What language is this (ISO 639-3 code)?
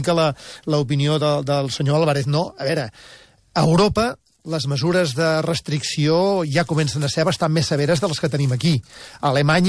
cat